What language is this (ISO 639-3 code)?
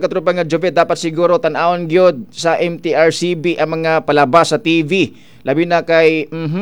ceb